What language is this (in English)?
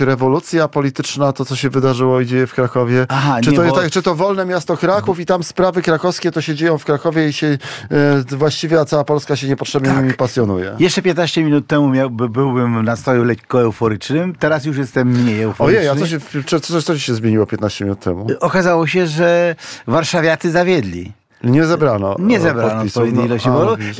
Polish